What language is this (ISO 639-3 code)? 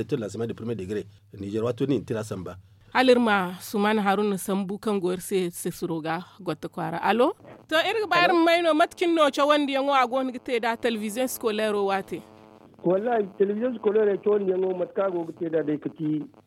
dje